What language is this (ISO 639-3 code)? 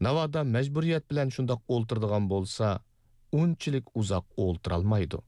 uig